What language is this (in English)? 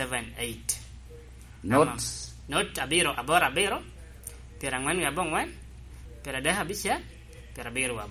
Lango (Uganda)